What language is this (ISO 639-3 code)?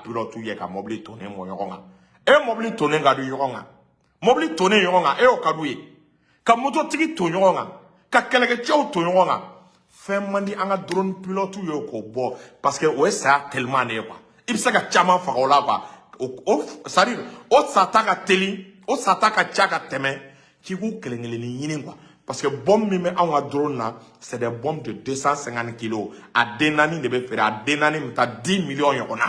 bam